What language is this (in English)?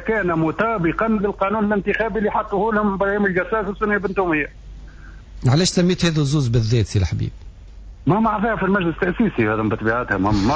Tunisian Arabic